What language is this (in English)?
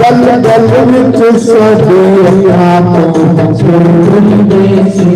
Dogri